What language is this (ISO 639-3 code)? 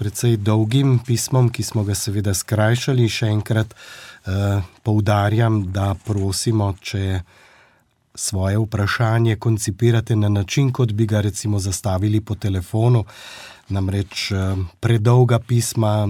slv